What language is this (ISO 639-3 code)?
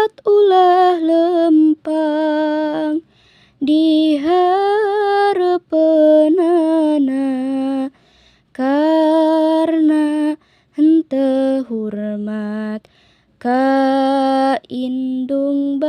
sun